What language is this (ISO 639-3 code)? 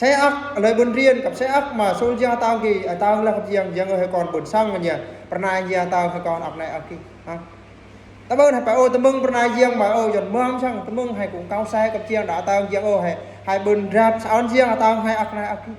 bru